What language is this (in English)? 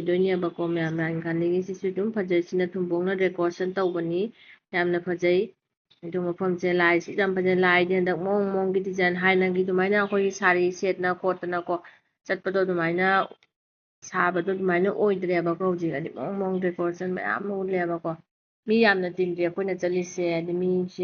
Manipuri